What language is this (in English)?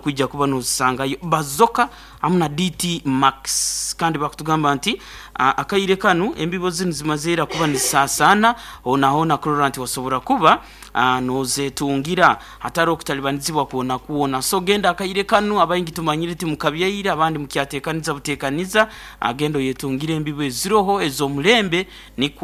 Nyankole